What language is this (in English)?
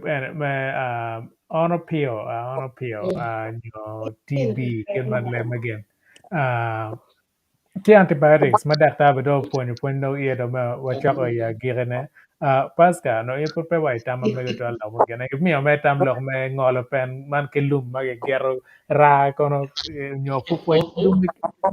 Acoli